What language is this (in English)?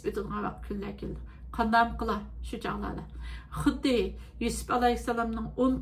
Uyghur